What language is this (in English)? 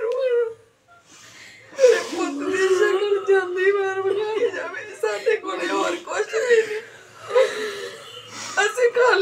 Punjabi